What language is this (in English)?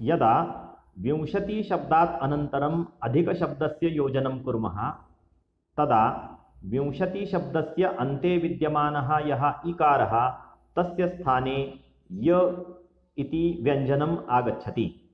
Sanskrit